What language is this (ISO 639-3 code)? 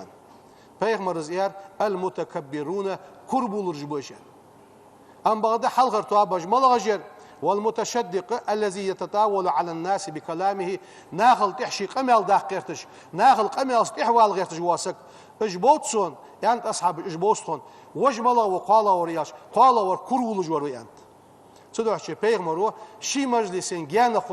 inh